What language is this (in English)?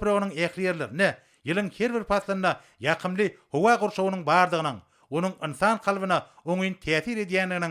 Turkmen